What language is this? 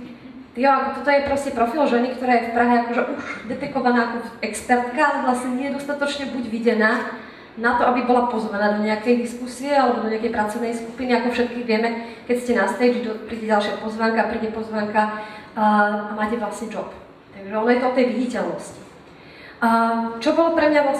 Slovak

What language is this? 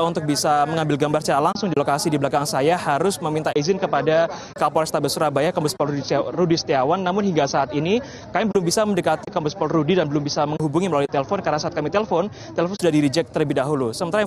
Indonesian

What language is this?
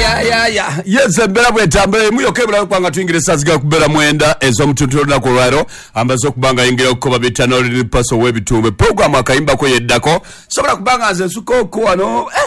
Ganda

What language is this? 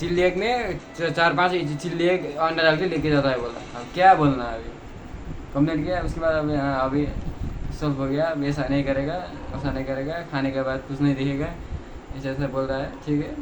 Nepali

